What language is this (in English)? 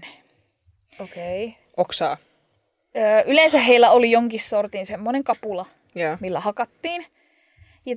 Finnish